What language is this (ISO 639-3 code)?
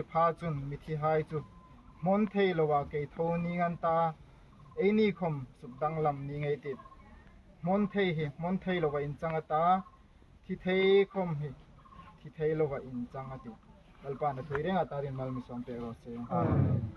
hmr